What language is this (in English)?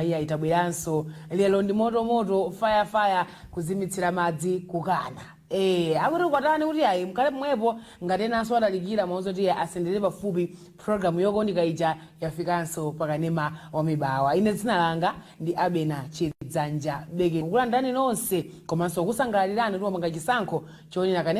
Nyanja